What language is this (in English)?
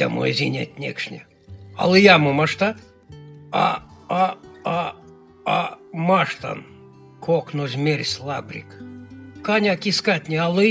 Erzya